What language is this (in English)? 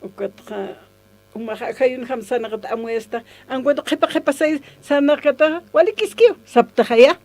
Aymara